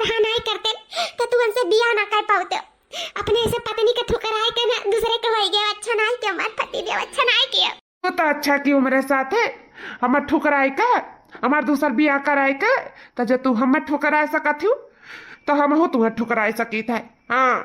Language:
Awadhi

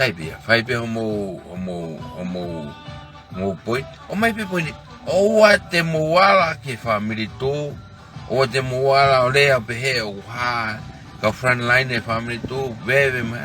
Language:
Tongan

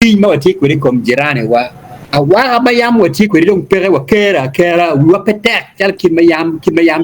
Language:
Acoli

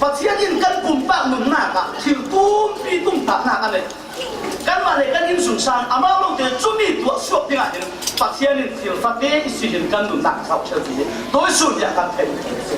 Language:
Falam Chin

